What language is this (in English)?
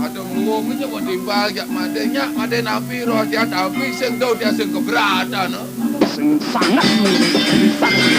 Balinese